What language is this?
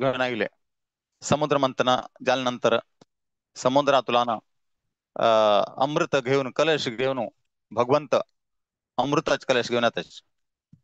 Konkani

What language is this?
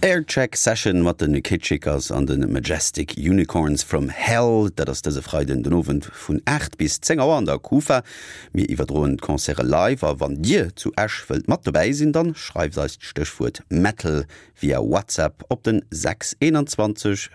Luxembourgish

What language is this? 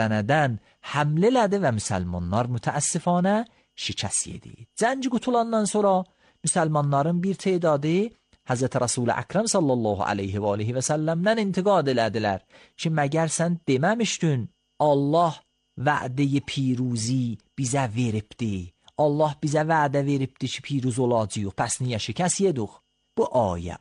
Azerbaijani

